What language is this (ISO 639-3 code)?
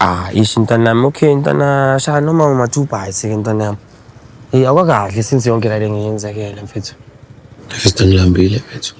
zul